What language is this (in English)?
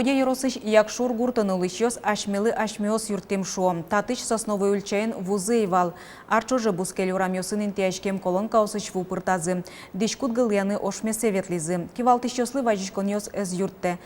Udmurt